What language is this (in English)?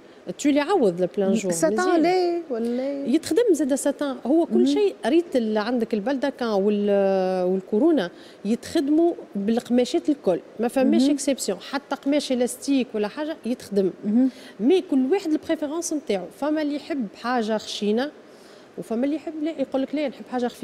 Tunisian Arabic